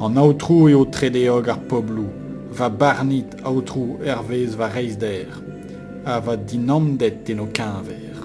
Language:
Breton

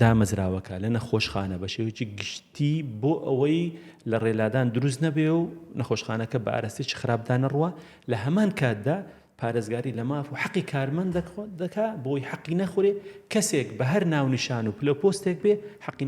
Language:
Central Kurdish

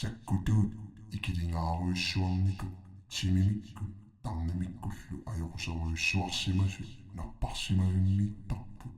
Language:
Kalaallisut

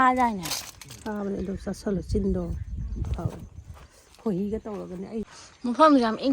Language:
Manipuri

